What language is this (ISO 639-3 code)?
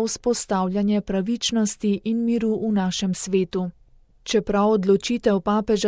slv